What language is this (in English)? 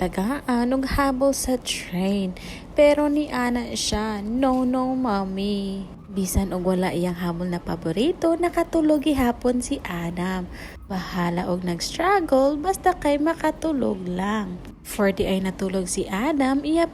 Cebuano